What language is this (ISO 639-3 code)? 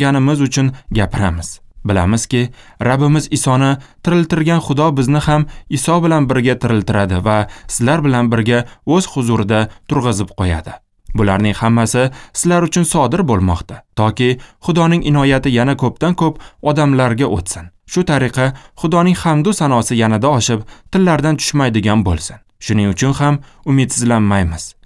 uzb